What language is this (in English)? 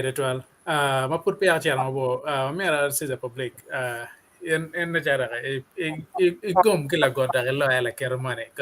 Acoli